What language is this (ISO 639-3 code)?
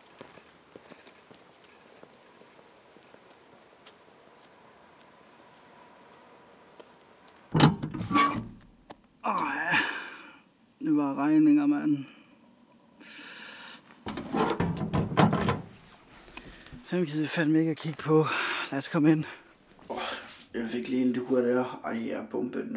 dan